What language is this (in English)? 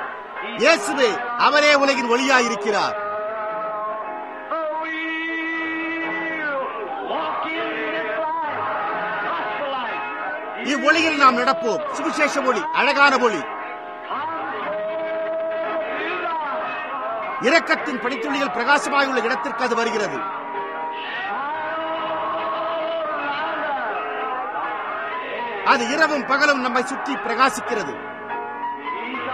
Tamil